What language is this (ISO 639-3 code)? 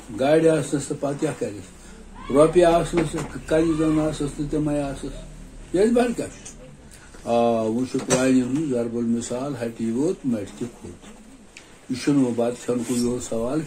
kas